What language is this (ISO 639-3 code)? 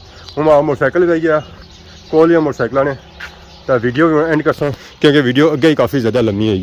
phr